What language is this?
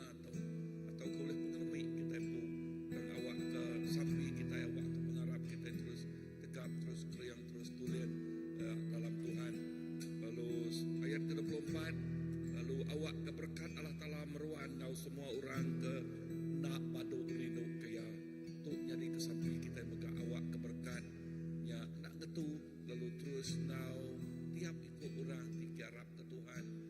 Iban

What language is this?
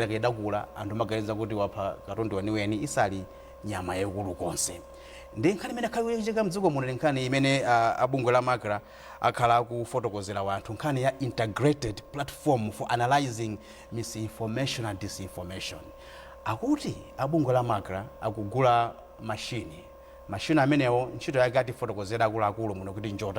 Nyanja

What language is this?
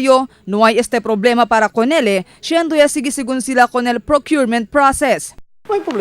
Chavacano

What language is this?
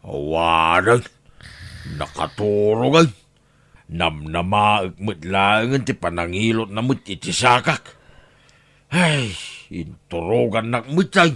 Iloko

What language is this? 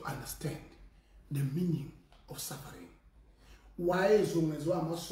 Zulu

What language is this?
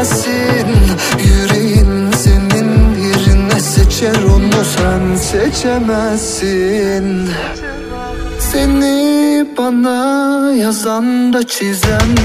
Turkish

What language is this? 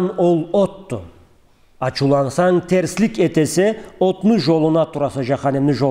Karachay-Balkar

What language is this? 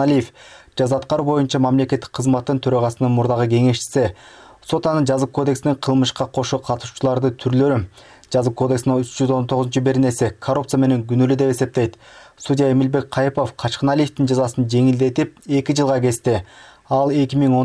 Kyrgyz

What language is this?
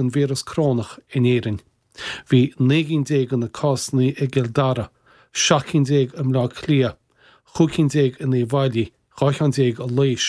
Irish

